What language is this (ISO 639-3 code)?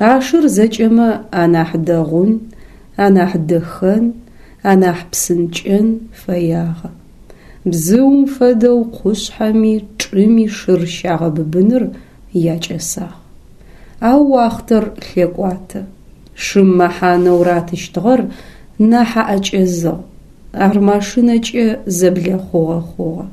ady